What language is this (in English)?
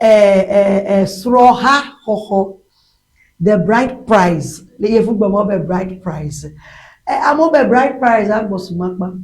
Ewe